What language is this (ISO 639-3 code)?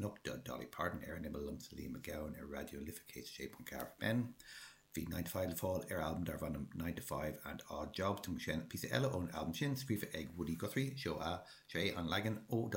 gle